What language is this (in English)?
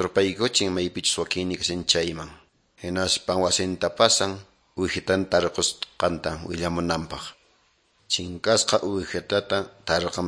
Quechua